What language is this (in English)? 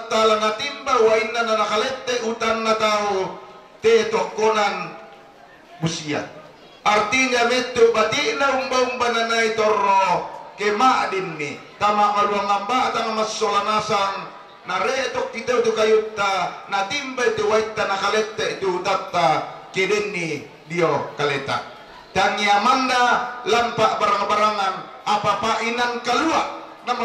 Toraja-Sa'dan